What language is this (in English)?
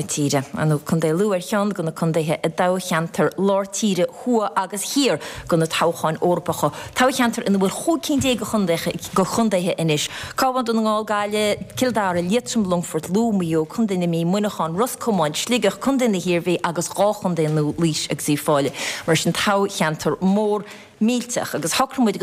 Irish